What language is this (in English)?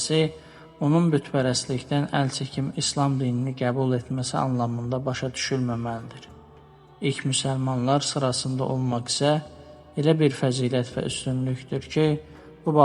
Azerbaijani